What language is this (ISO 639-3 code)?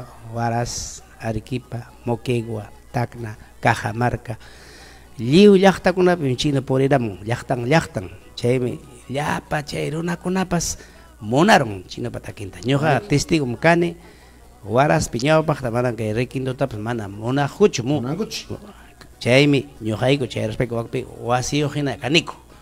quy